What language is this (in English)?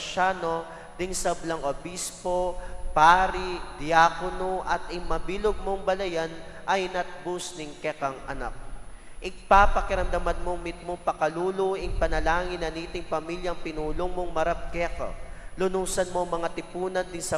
Pampanga